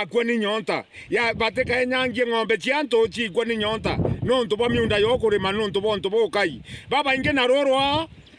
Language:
Meru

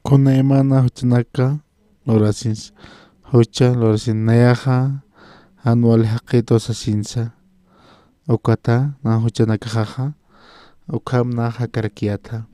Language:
Aymara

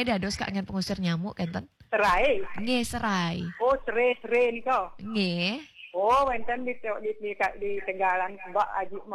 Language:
Balinese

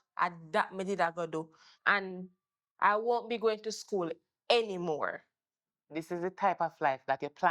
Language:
Jamaican Creole English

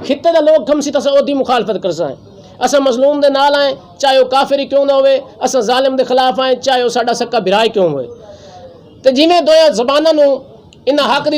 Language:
Saraiki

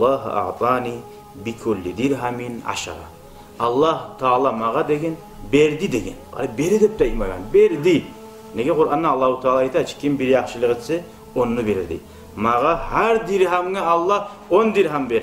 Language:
Kumyk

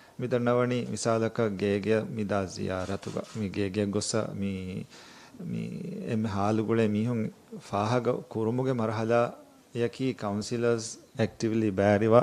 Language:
Divehi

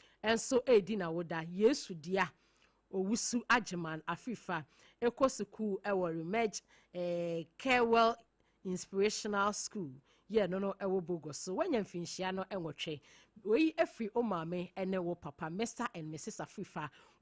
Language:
Akan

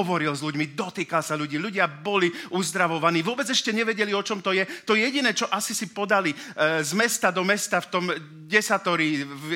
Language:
Slovak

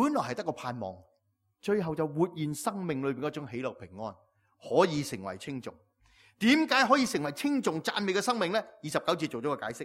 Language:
Cantonese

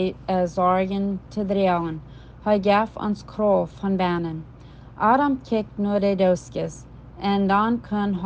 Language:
Plautdietsch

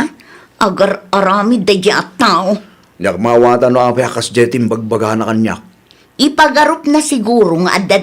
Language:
Iloko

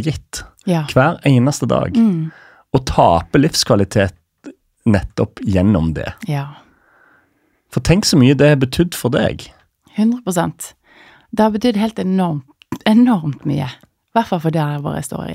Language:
Norwegian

